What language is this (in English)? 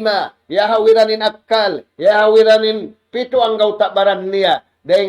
Tausug